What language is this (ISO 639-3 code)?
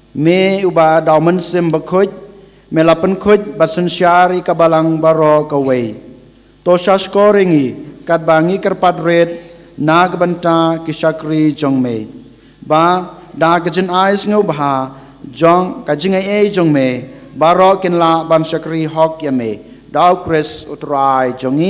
kha